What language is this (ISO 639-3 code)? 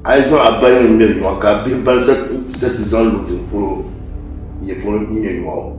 dag